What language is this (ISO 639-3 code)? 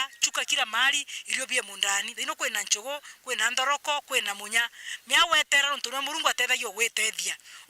mer